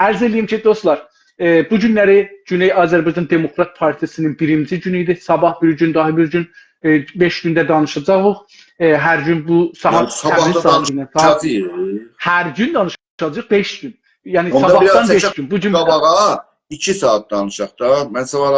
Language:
South Azerbaijani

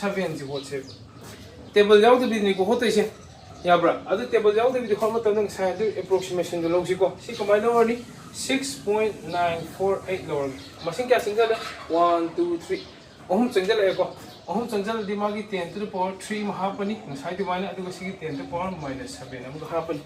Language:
Manipuri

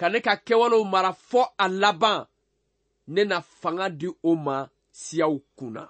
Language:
Bambara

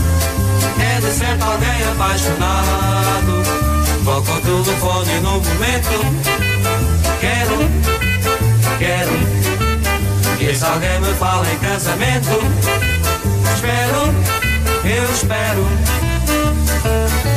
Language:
Portuguese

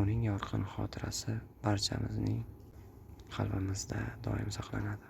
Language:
Uzbek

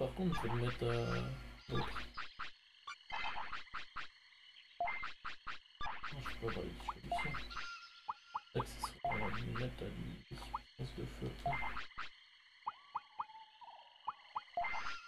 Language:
French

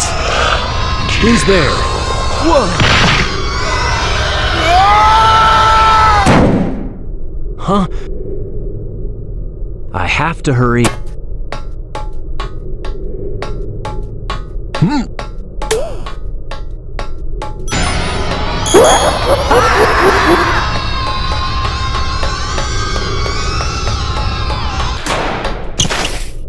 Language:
English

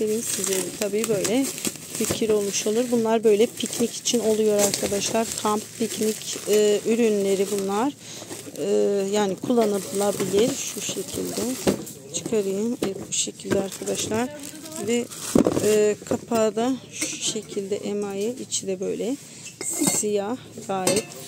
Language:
Turkish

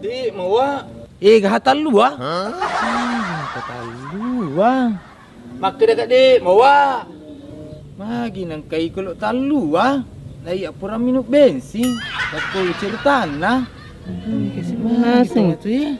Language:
Buginese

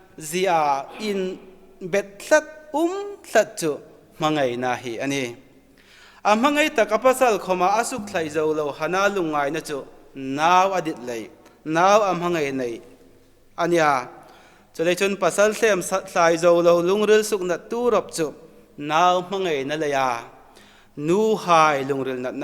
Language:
Hmar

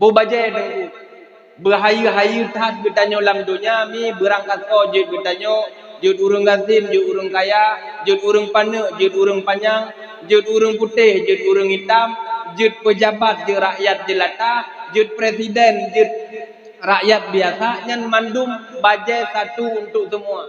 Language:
Achinese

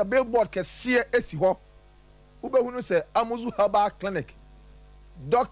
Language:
Akan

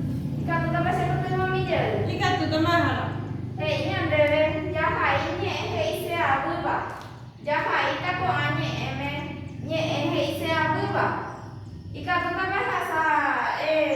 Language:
Guarani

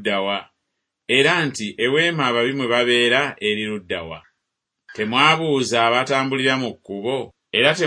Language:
Ganda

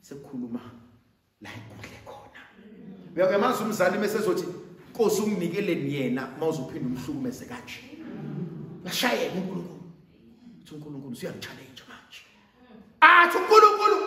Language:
Zulu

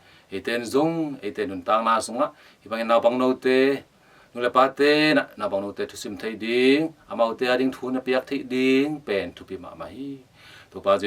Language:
Tedim Chin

